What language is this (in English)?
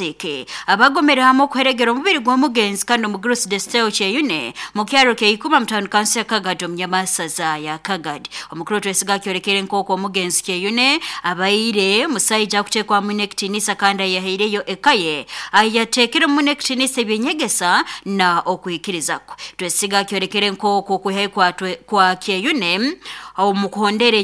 Nyoro